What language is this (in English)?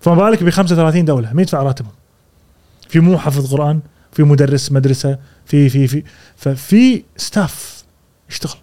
Gulf Arabic